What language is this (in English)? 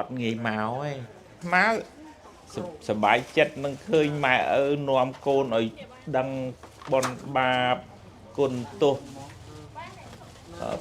Khmer